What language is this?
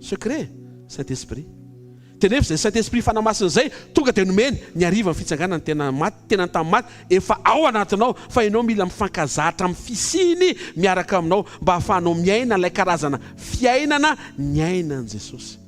Malagasy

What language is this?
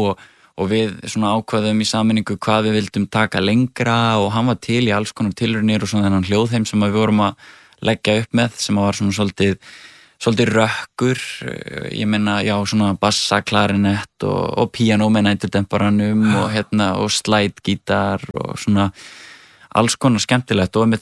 Icelandic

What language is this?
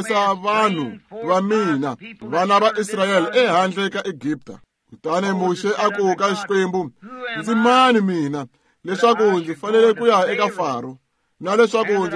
Tsonga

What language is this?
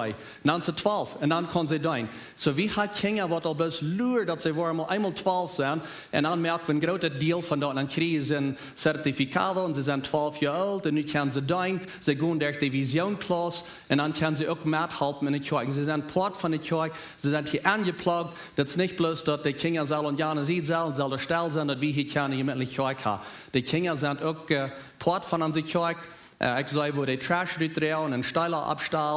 Plautdietsch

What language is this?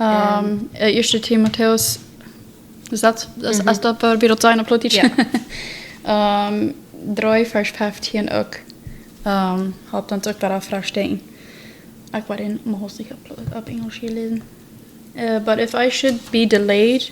Plautdietsch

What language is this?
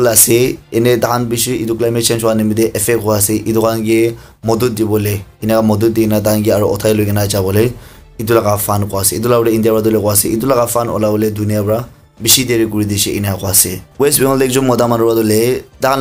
Naga Pidgin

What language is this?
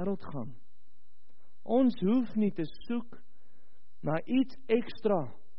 Afrikaans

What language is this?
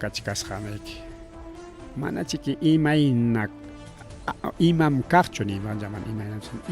Ayacucho Quechua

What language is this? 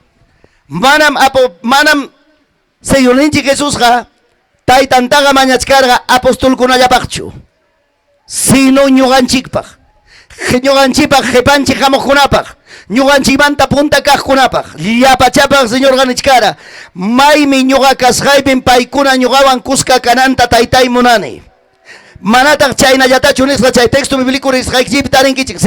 Ayacucho Quechua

